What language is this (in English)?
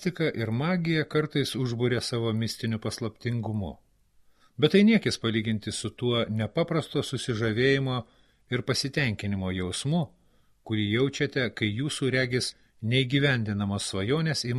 Lithuanian